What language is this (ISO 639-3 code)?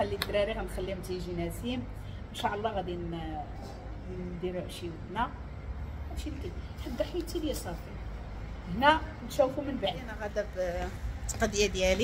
ary